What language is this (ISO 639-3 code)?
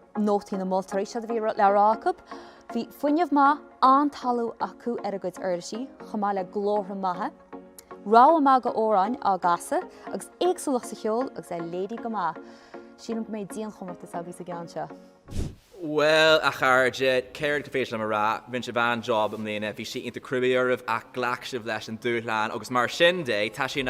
gle